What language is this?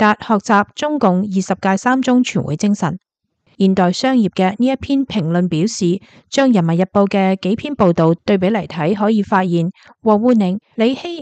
Cantonese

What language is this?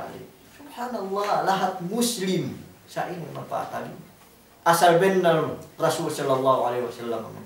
Yakan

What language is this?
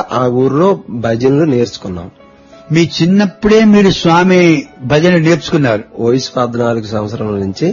Telugu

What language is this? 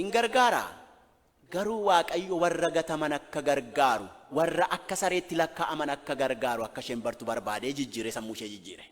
Oromo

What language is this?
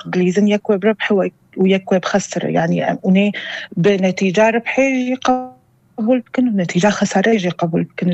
North Levantine Arabic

